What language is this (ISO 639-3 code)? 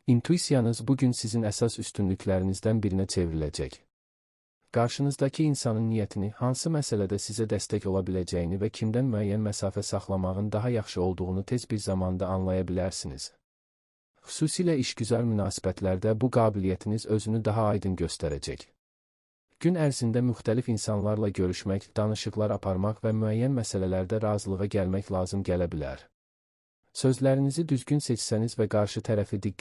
aze